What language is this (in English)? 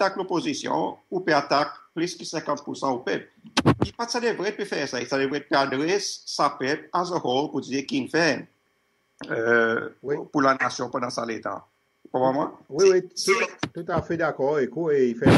Seselwa Creole French